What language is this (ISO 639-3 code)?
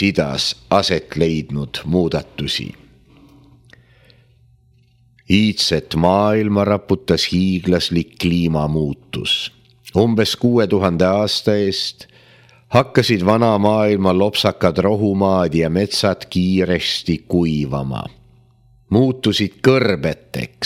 est